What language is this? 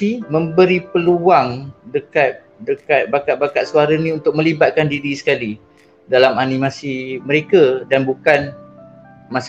Malay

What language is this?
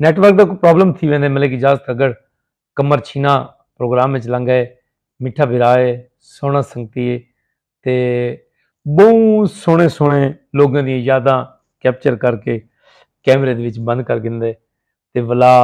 Saraiki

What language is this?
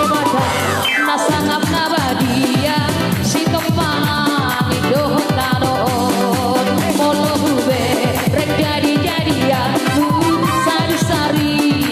Batak Toba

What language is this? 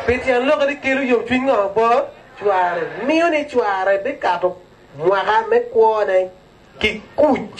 Lango (Uganda)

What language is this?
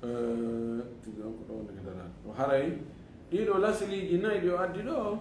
Fula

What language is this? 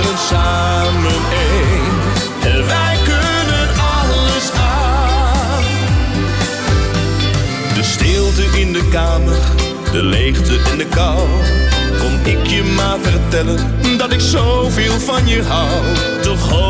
Dutch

